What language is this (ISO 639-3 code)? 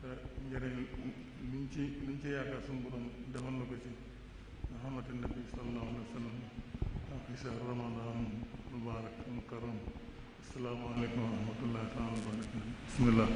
wol